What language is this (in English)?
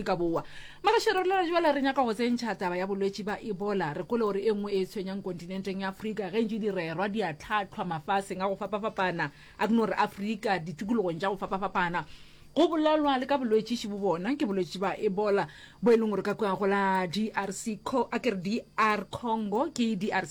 Northern Sotho